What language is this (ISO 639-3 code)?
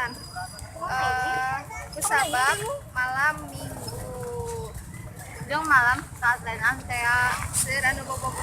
sun